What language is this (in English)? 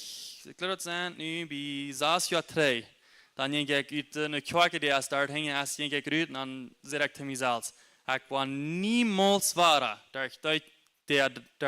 Plautdietsch